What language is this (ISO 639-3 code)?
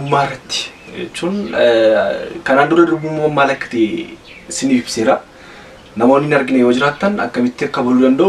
orm